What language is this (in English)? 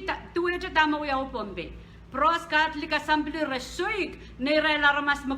Pohnpeian